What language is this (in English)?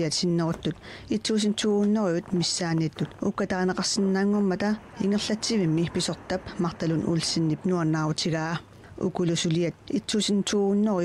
Kalaallisut